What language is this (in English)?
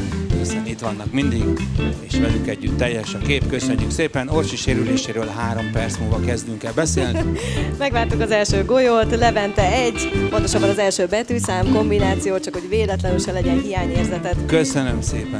Hungarian